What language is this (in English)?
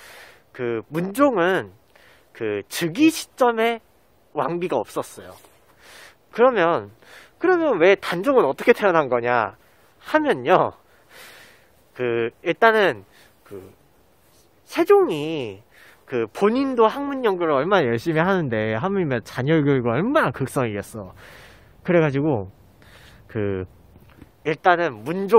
Korean